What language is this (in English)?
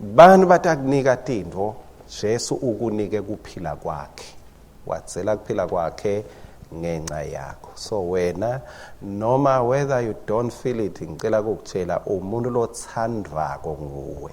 Swati